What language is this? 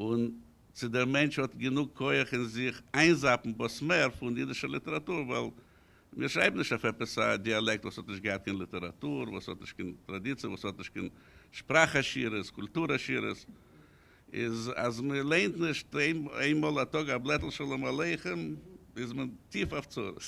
Yiddish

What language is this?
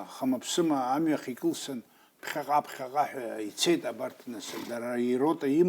Abkhazian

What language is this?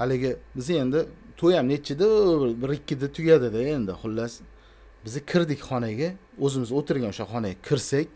Uzbek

